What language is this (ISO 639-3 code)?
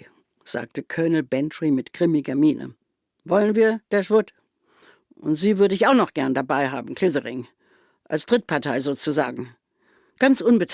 gsw